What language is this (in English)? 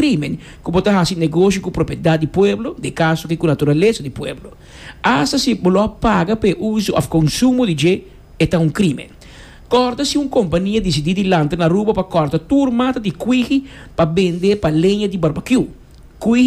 Papiamento